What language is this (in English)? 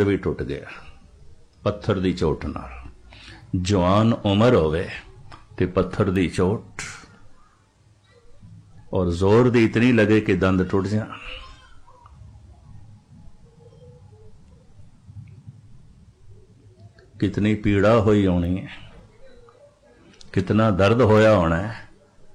Punjabi